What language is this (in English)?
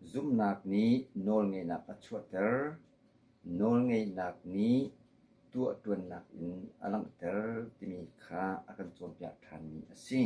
Hakha Chin